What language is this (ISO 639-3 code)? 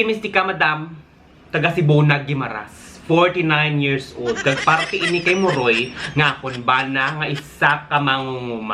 hil